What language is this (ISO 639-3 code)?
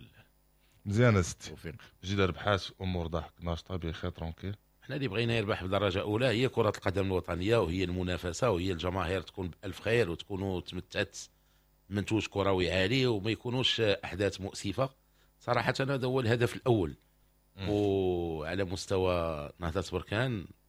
ary